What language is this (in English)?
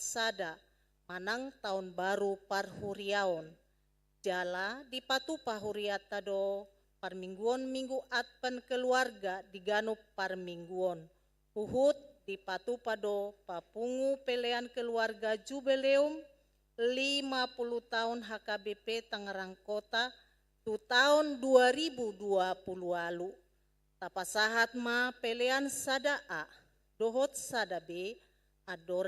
Batak Toba